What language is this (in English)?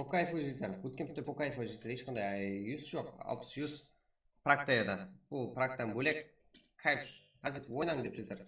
Kara-Kalpak